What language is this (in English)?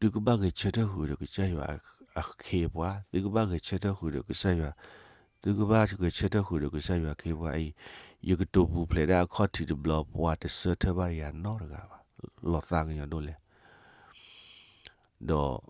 S'gaw Karen